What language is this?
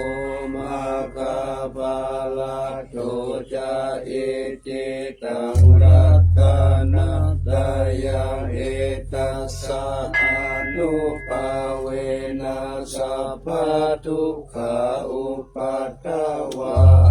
Pali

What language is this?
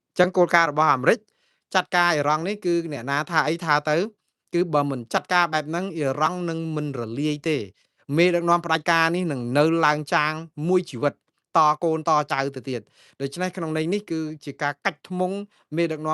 Khmer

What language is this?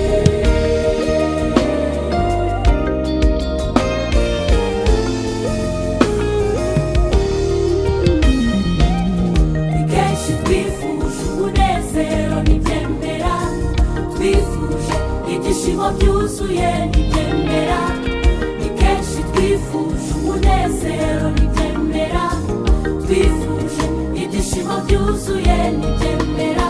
Kinyarwanda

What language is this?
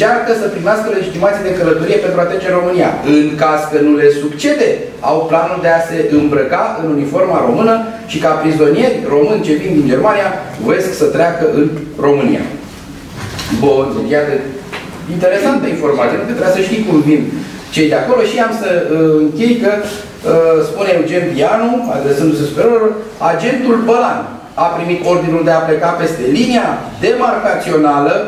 Romanian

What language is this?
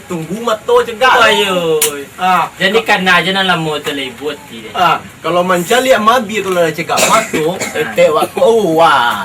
Minangkabau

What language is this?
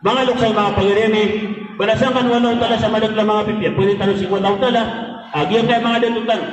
Maranao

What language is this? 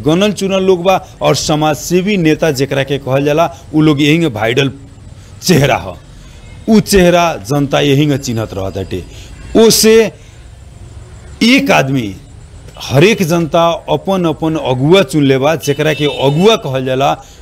Bhojpuri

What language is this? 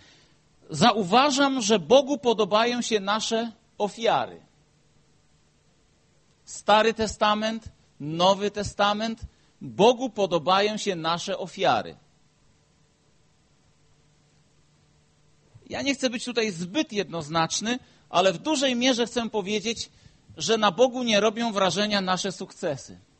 Polish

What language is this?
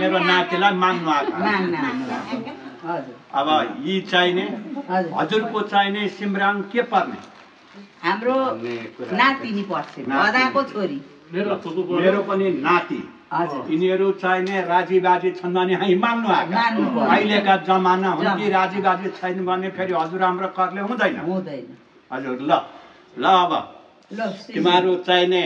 Nepali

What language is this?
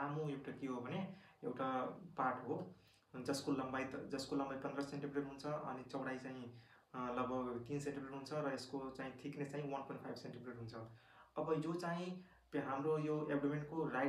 Nepali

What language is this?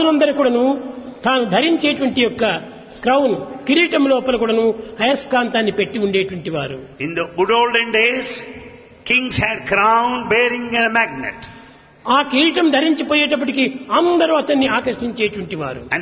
Telugu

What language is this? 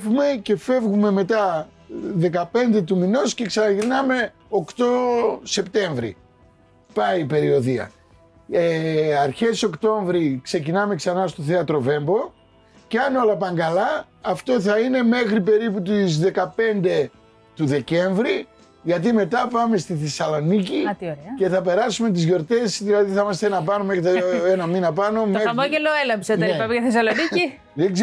Greek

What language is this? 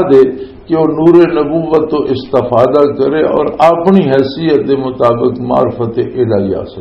Western Panjabi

